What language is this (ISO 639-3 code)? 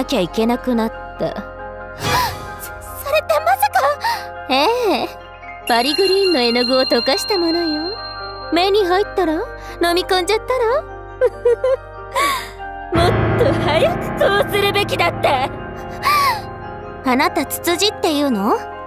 jpn